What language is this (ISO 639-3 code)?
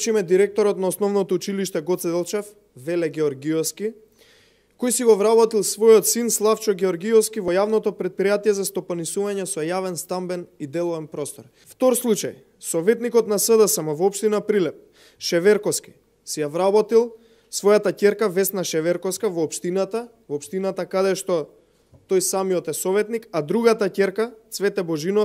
mkd